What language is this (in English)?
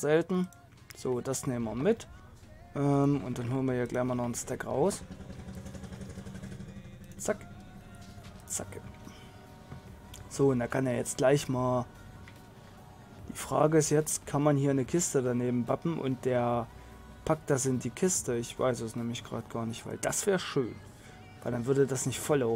German